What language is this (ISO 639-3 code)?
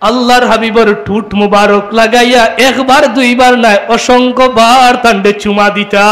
syl